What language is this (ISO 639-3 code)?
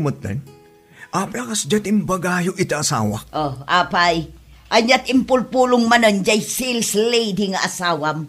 ilo